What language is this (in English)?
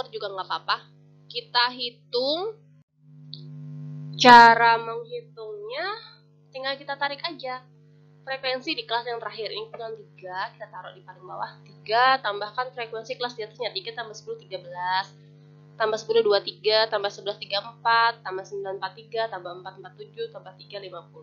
Indonesian